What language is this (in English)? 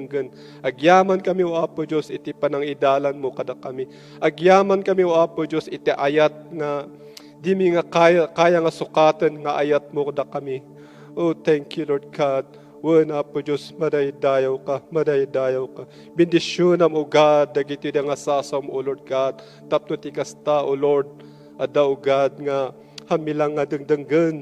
Iloko